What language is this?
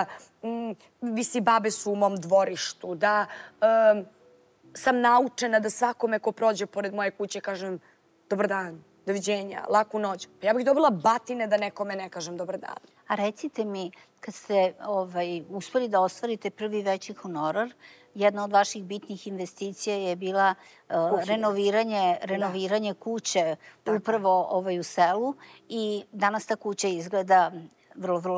Serbian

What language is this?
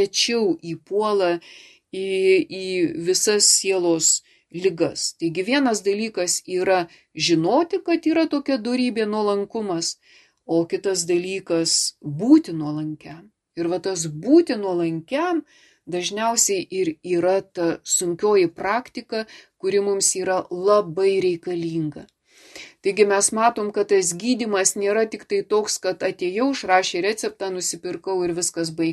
Lithuanian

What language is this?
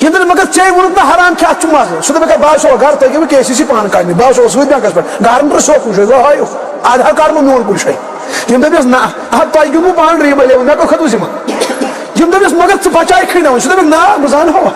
Kashmiri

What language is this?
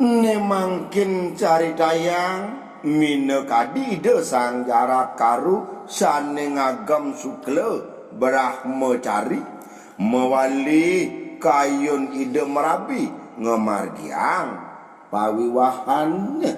Balinese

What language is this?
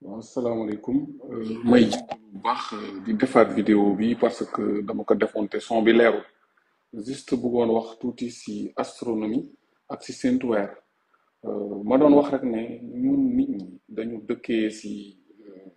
Wolof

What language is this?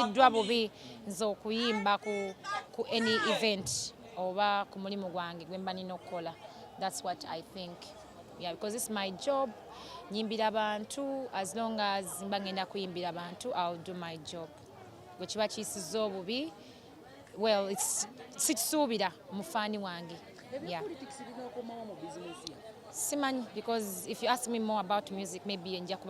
Ganda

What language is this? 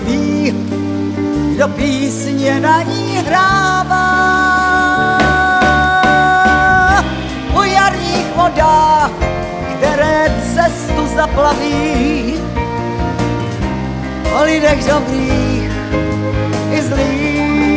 Czech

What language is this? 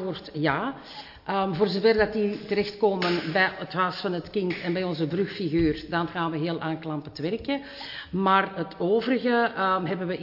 Dutch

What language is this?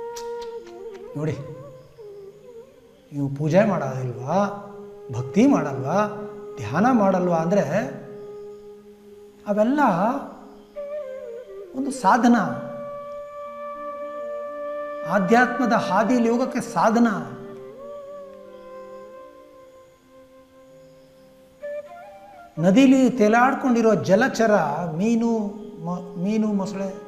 Kannada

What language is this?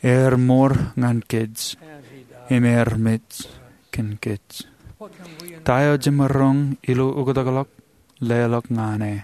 Marshallese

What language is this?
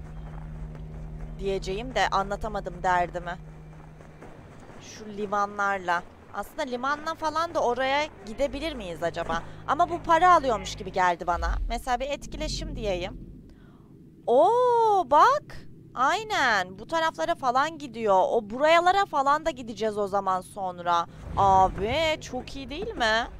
Turkish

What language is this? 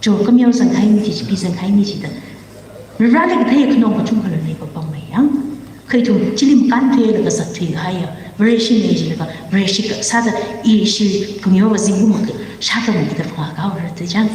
Tangkhul Naga (India)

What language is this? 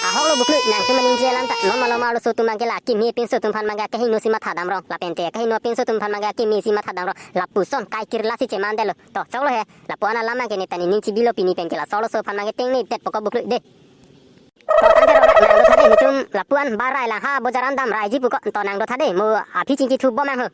Karbi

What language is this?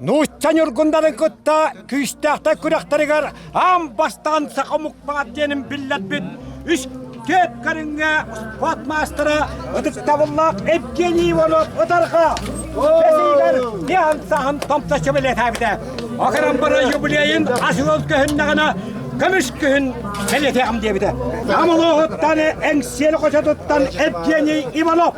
Yakut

